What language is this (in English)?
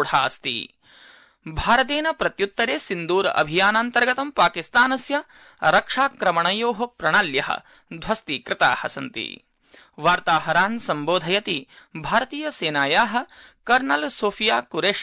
Sanskrit